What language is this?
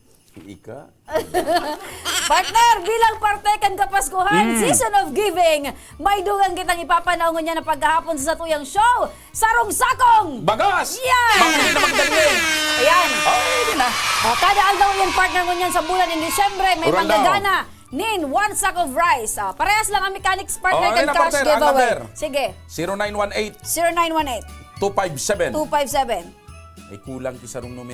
Bikol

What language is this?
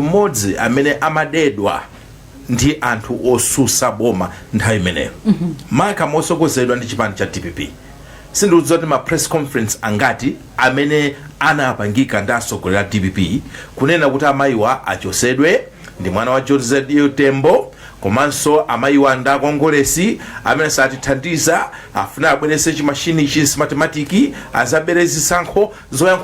Nyanja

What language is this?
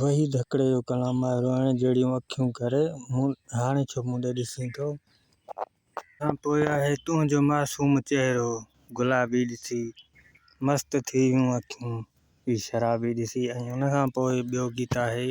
Sindhi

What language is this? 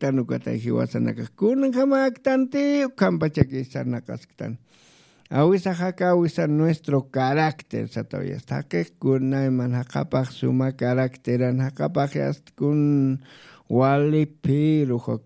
Aymara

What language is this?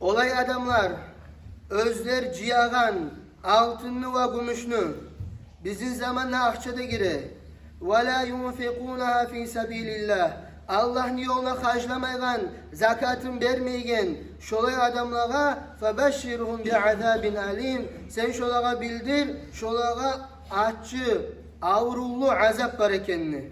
Kumyk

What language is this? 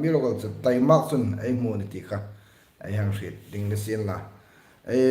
Hmar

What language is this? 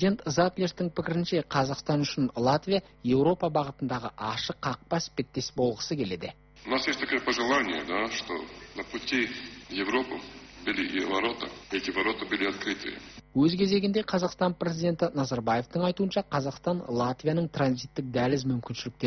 Kazakh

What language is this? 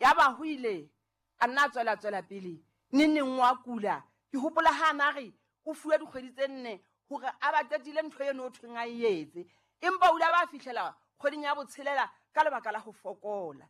Southern Sotho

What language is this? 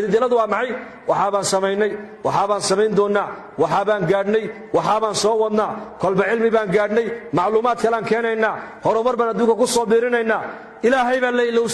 Somali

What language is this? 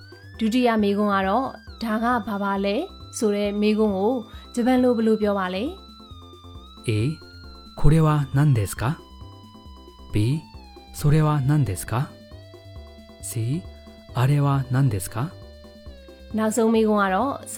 Burmese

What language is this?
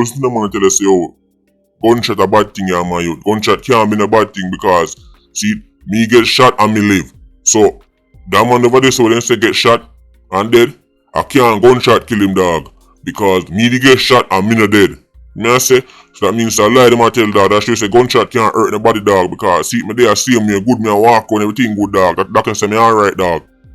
Jamaican Creole English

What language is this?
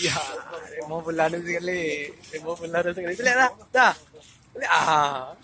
Minangkabau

